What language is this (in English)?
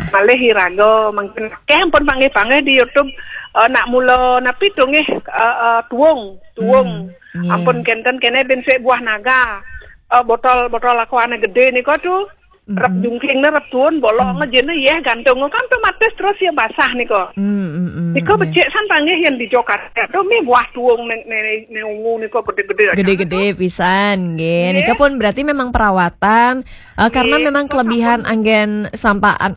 Balinese